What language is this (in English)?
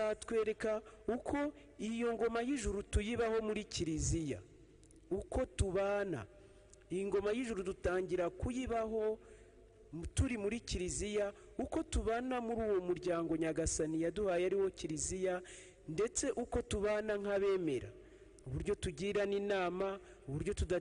Kinyarwanda